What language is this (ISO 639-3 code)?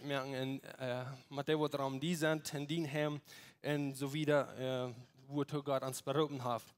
pdt